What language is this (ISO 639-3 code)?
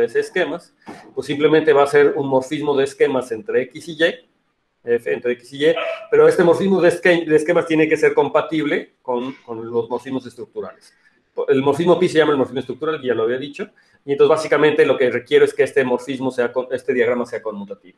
spa